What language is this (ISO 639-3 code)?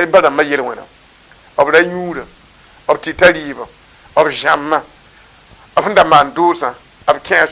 mos